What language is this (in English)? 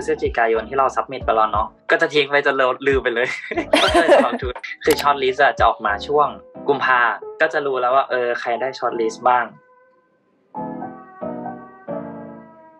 Thai